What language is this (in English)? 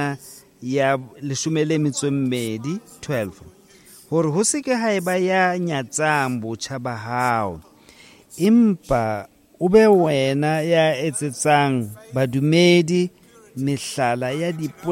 Southern Sotho